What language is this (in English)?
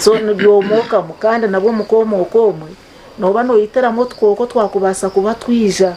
Nyankole